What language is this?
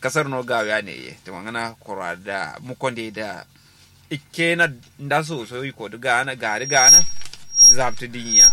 Kanuri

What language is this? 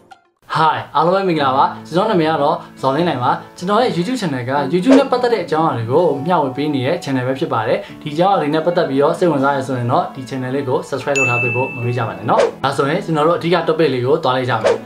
Burmese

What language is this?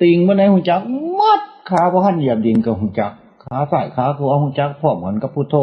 Northeastern Thai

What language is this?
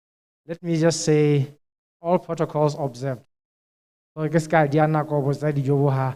Tswana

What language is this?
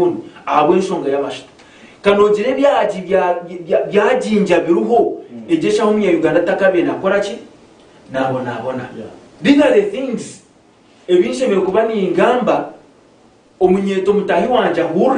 Nyankole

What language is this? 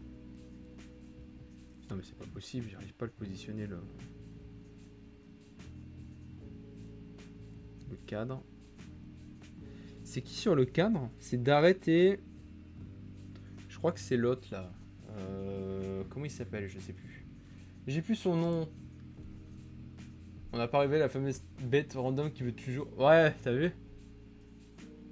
French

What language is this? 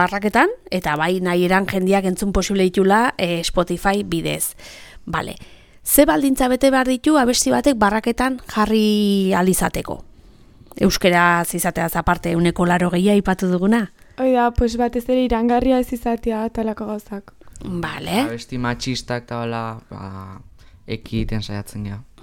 Basque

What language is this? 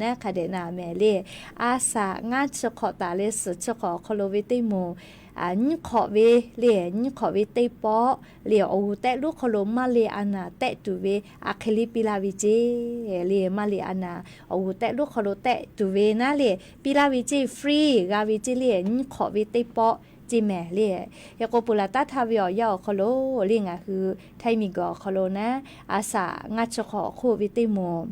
Lahu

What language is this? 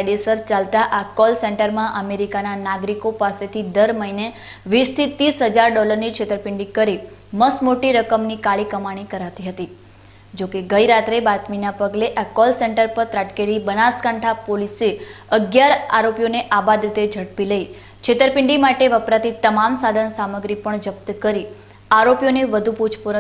Gujarati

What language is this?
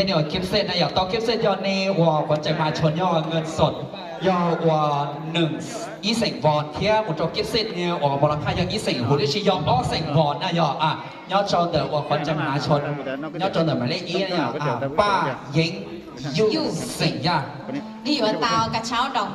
Hmong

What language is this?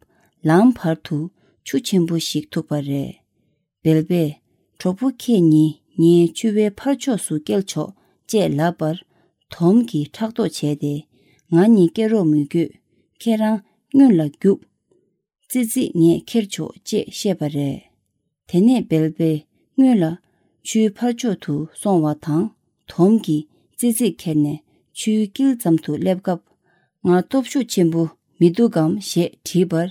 Tibetan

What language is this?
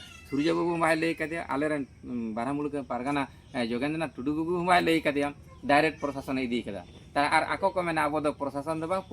Santali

